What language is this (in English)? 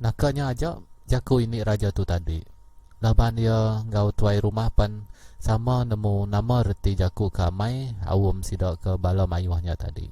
Iban